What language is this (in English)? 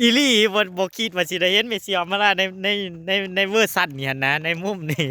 Northeastern Thai